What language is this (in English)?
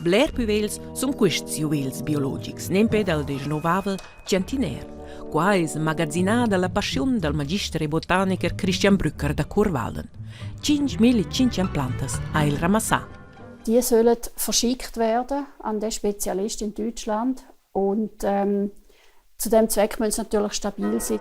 Romansh